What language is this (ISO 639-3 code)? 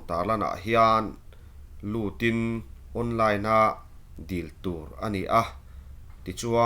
lus